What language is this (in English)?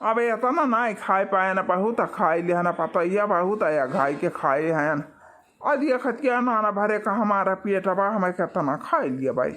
Awadhi